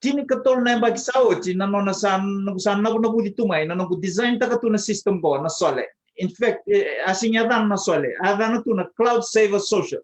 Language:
Fijian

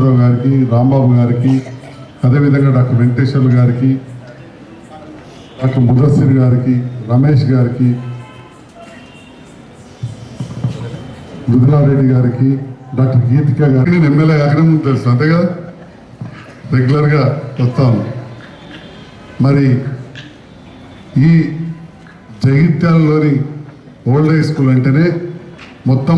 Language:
Telugu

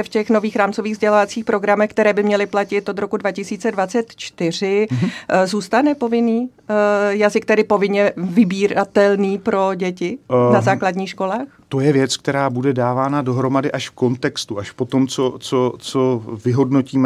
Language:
Czech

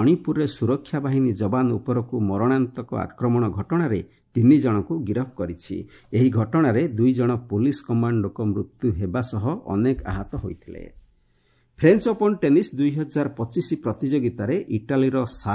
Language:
Odia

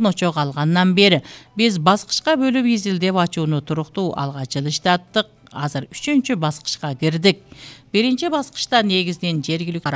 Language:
Kyrgyz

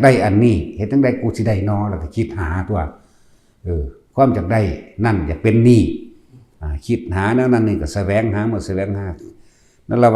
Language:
Northeastern Thai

